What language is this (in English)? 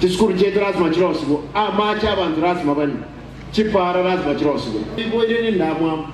Gusii